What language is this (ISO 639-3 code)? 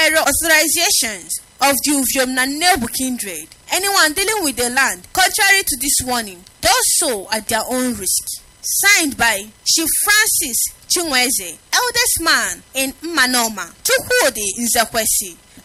eng